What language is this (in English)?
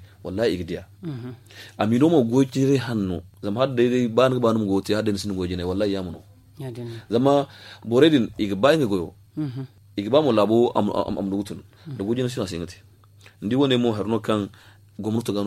Zarma